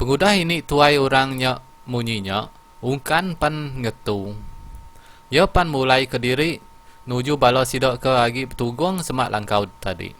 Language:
Iban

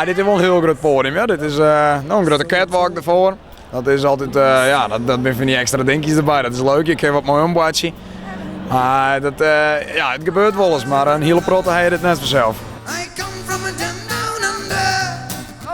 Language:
Western Frisian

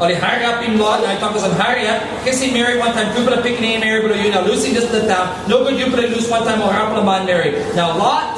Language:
Tok Pisin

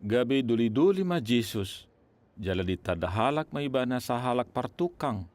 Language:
Batak Toba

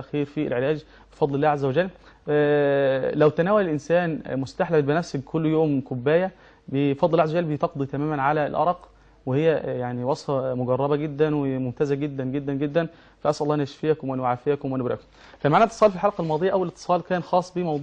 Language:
Egyptian Arabic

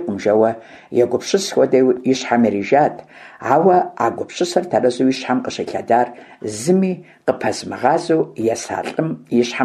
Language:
Kabardian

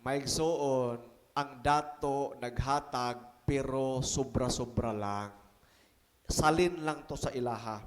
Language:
Cebuano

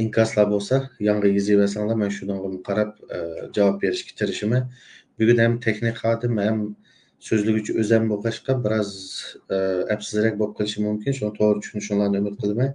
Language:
Uyghur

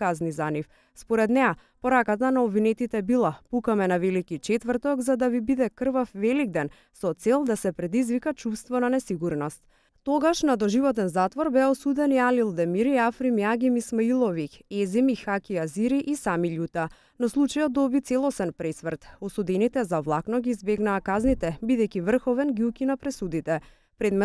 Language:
Macedonian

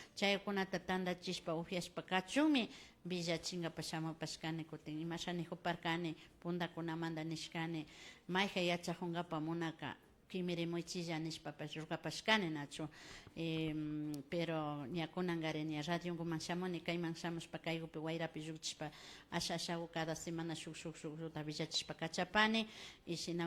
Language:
Imbabura Highland Quichua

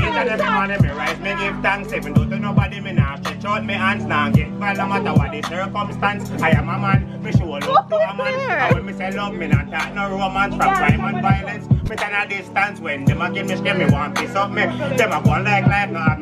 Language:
Jamaican Creole English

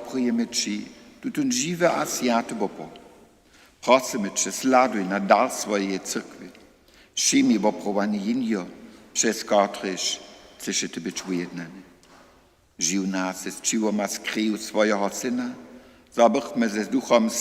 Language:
Upper Sorbian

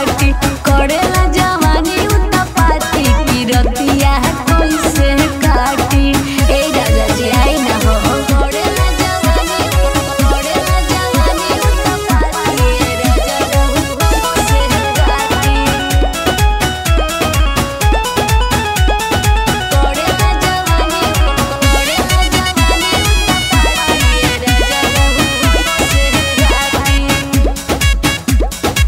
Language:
Bhojpuri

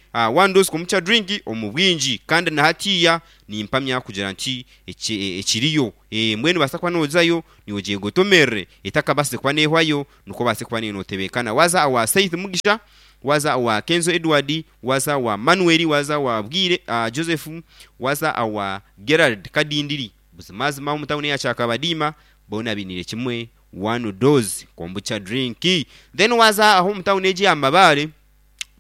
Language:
Nyankole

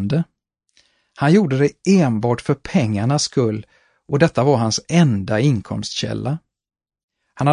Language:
Swedish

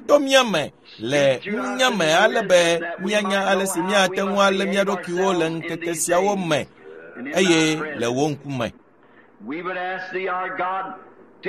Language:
Ewe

